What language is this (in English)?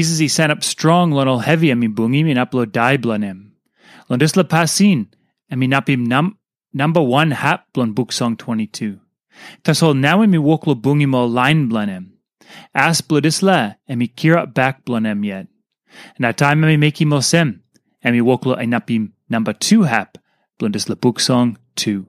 Tok Pisin